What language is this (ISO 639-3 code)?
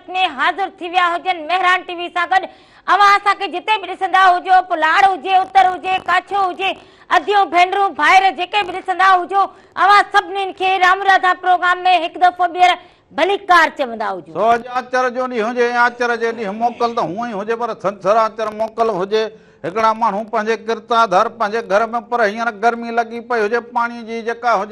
snd